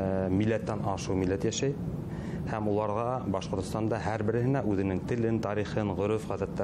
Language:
Bashkir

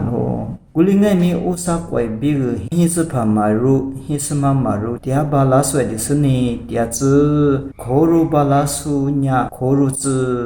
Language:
Lisu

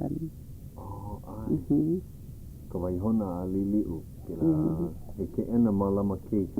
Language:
Hawaiian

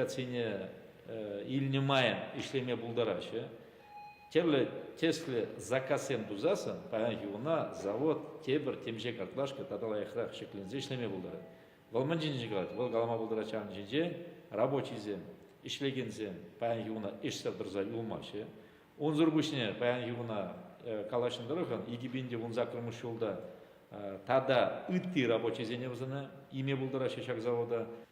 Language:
Chuvash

